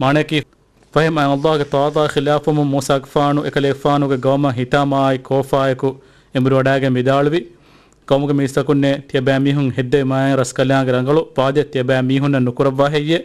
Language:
Divehi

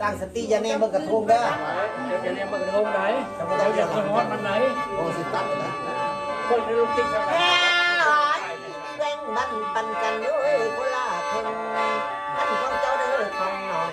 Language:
Northeastern Thai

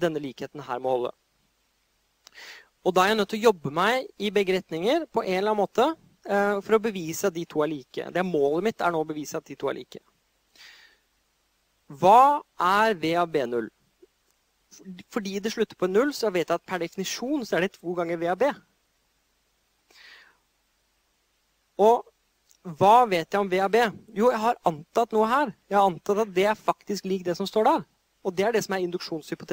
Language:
Norwegian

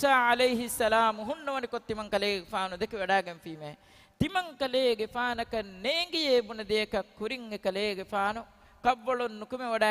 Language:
Divehi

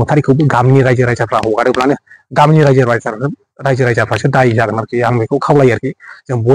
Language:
Bodo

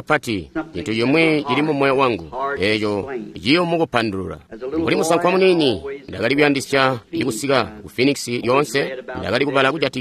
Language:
Tonga (Zambia)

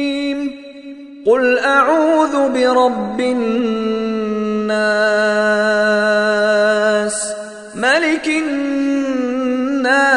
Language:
Arabic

